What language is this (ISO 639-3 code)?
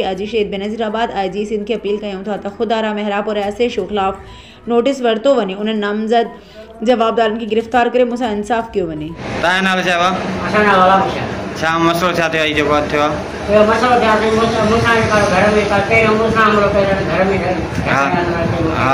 snd